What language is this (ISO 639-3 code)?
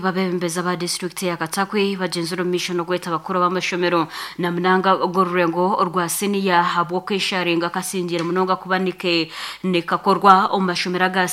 nyn